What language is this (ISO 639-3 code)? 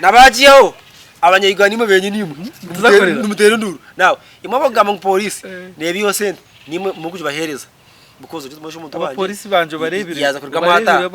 nyn